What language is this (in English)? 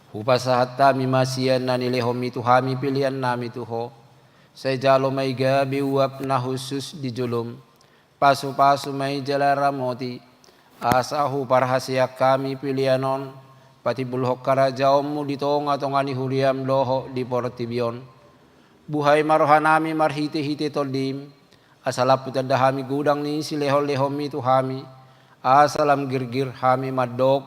Batak Toba